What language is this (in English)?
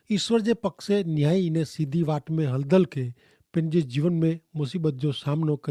Kachhi